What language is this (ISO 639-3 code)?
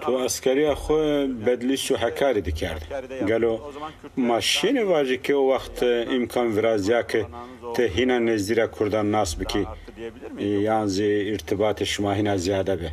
zza